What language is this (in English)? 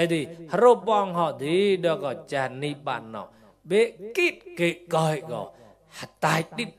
Mon